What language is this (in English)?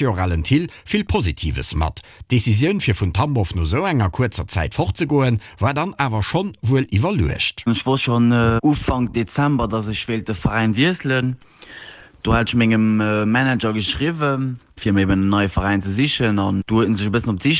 Luxembourgish